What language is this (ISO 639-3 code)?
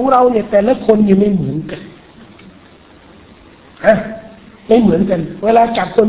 tha